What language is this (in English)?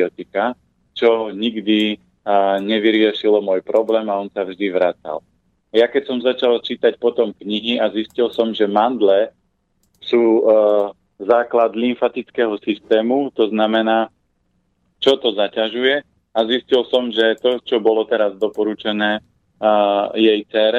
Slovak